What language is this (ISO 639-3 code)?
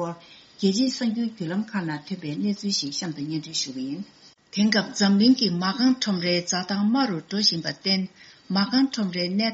bod